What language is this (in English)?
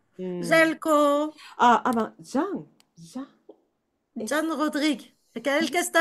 Ladino